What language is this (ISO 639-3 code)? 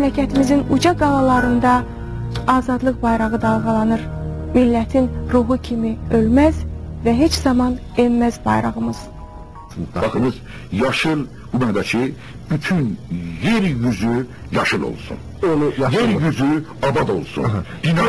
azb